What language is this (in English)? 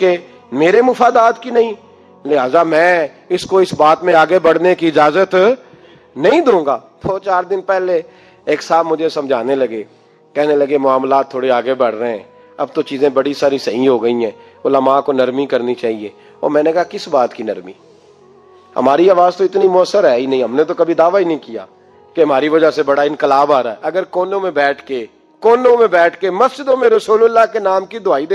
Urdu